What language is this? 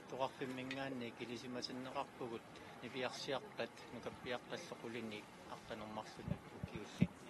Kalaallisut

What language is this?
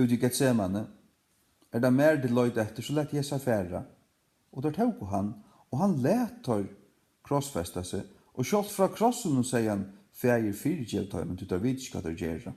Faroese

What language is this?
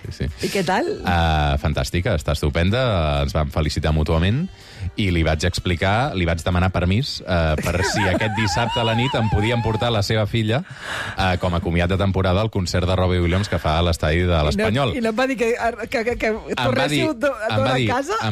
Catalan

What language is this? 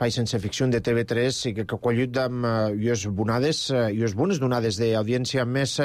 Catalan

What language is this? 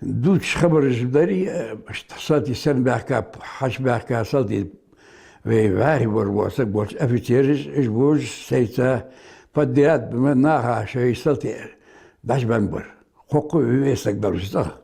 Ingush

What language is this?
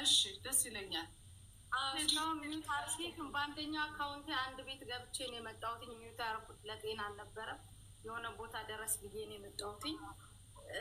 Amharic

